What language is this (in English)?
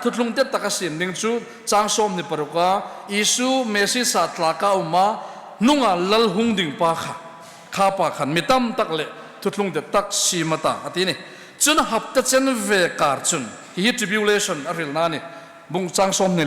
Hmar